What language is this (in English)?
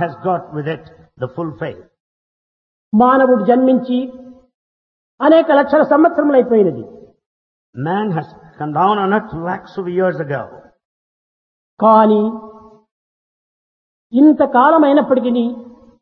Telugu